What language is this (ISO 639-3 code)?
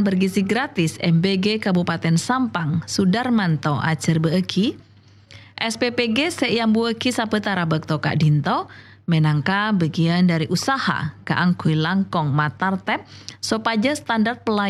mad